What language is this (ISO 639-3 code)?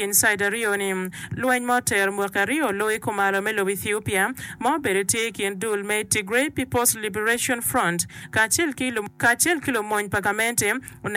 ach